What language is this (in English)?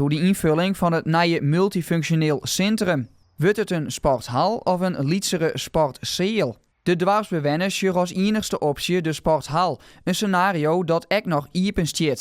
Western Frisian